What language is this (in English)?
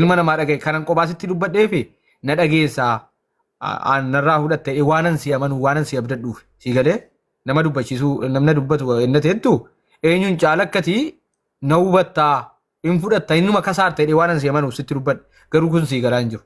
Oromo